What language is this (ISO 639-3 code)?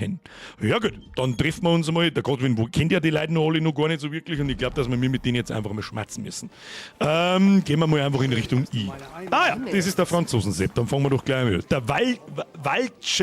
bar